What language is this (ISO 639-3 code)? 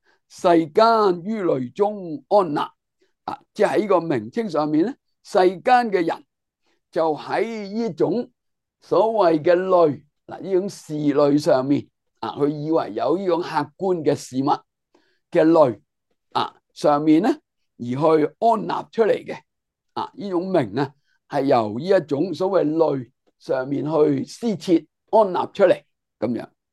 yue